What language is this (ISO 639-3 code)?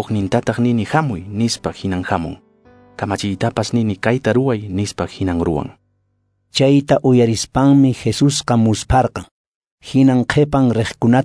que